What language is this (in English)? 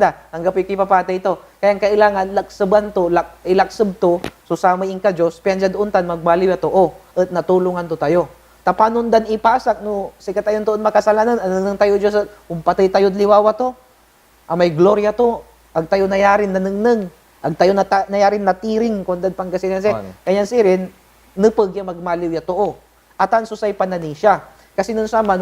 Pangasinan